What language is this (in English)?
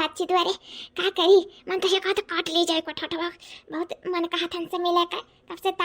Awadhi